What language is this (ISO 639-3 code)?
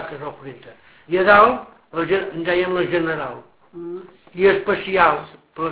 cat